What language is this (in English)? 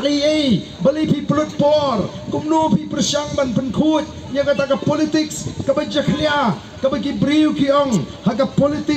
Khasi